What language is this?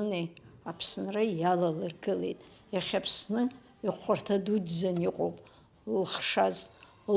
Abkhazian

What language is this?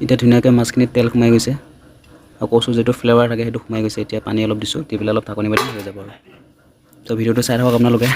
Assamese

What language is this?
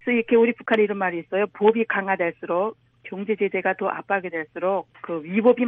Korean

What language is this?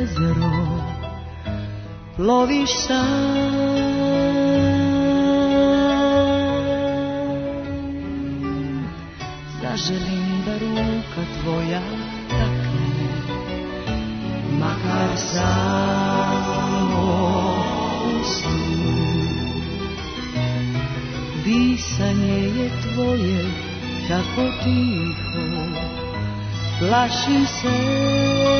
Serbian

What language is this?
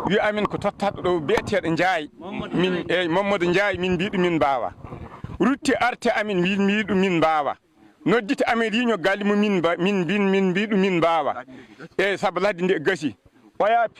Fula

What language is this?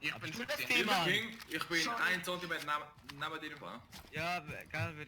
Swiss German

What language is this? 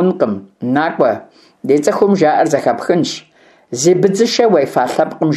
Kabardian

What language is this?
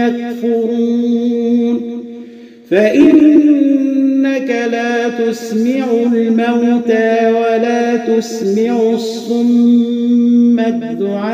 Arabic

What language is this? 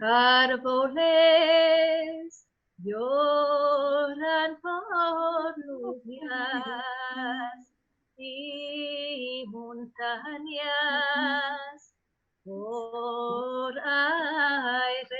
Ladino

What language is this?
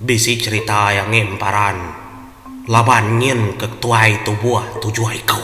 Iban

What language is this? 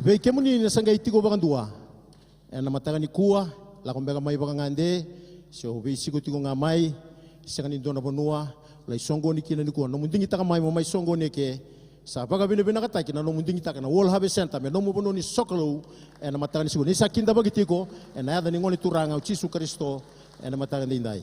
Fijian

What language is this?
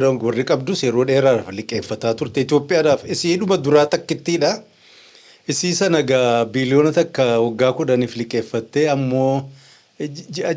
Oromo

